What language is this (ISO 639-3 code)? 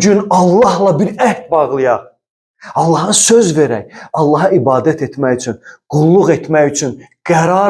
aze